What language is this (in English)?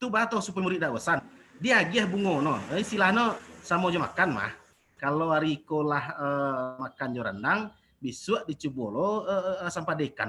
Minangkabau